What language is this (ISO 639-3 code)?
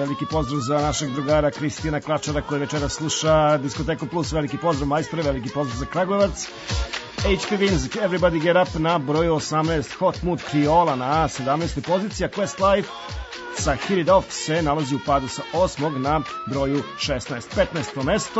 srp